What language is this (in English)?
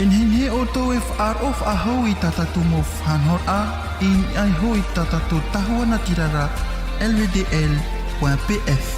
Tahitian